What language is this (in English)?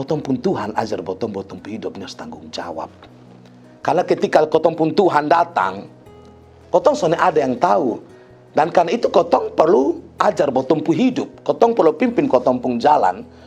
Kupang Malay